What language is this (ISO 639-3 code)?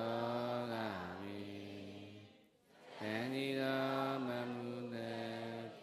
mya